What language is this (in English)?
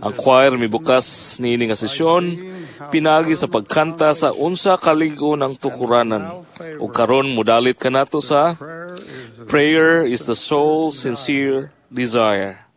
Cebuano